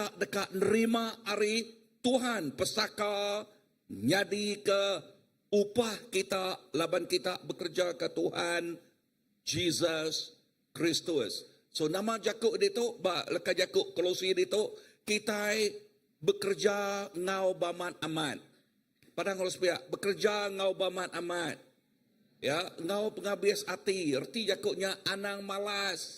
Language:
Iban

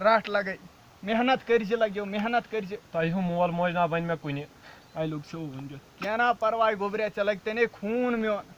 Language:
Kashmiri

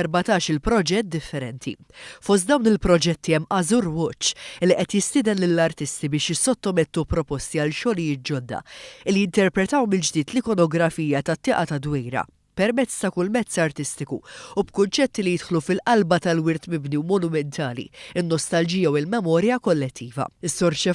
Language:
Maltese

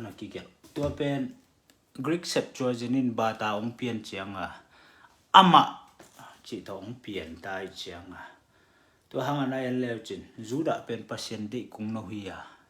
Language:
Tedim Chin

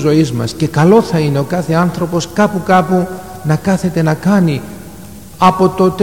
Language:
Greek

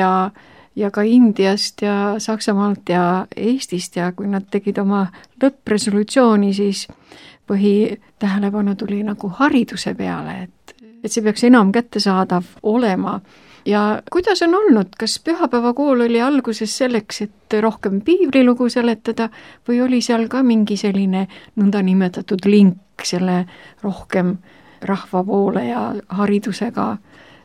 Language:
Estonian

